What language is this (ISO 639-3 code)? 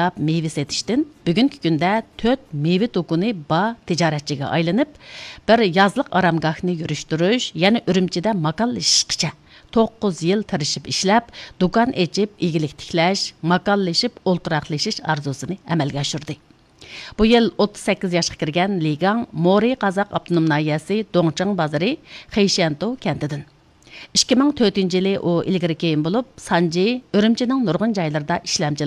uig